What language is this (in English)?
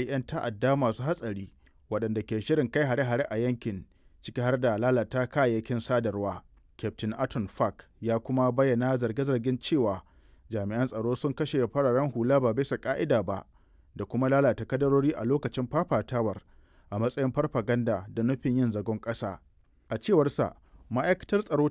Hausa